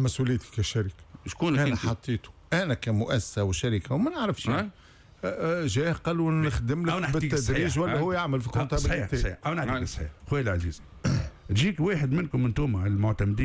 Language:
Tunisian Arabic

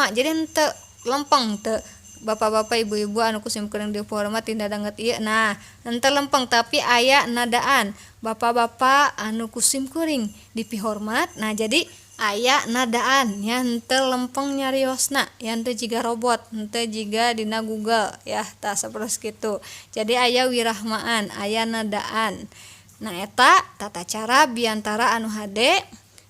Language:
Sundanese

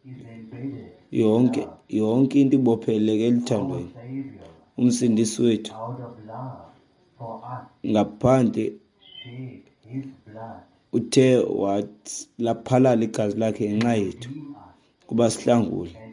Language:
Xhosa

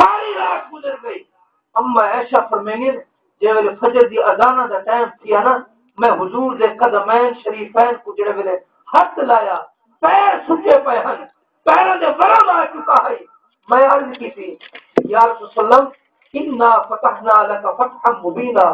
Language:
Saraiki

